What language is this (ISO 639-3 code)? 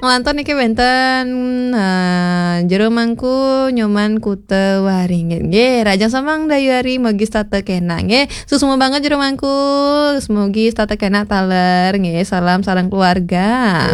ban